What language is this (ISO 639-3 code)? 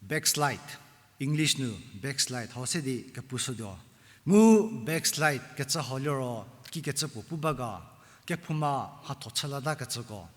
njm